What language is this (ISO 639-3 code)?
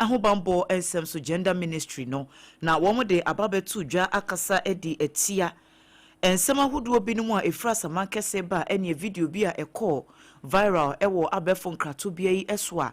aka